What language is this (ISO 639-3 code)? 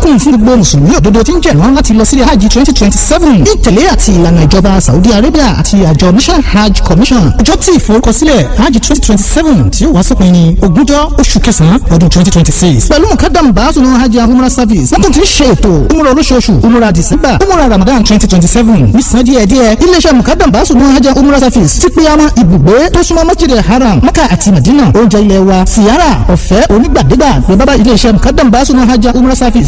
yor